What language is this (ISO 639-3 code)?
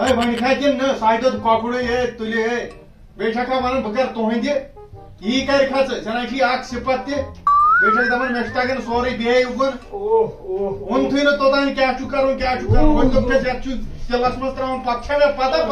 kas